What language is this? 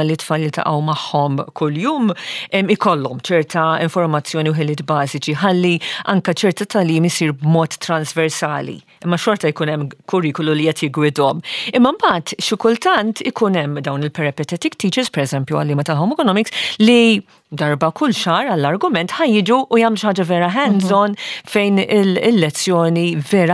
Maltese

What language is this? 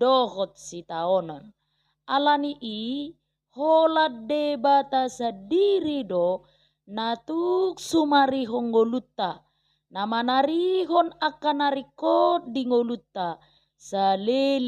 Batak Toba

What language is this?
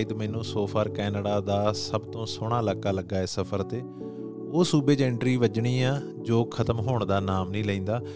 Punjabi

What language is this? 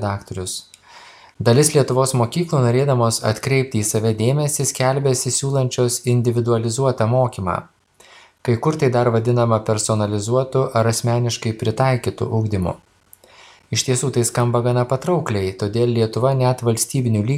Lithuanian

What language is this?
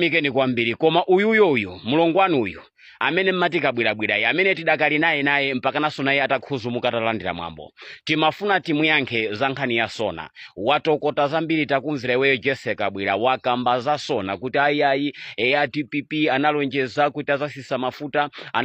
Nyanja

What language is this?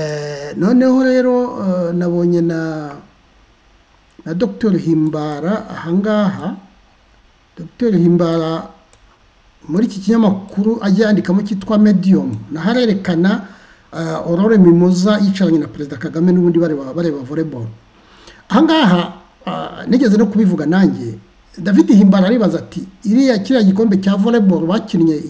Kinyarwanda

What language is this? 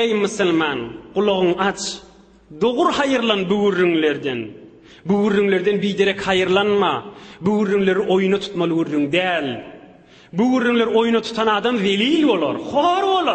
Turkmen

